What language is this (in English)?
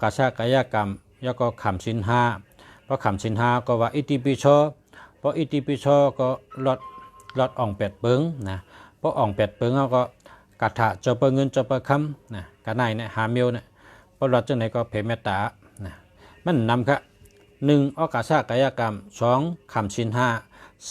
Shan